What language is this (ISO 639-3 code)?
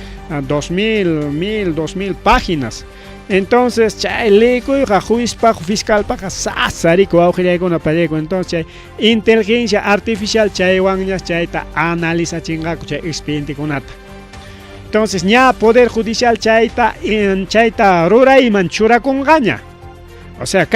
quy